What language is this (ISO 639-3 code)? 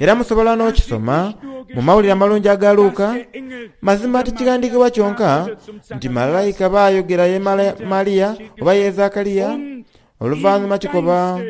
xog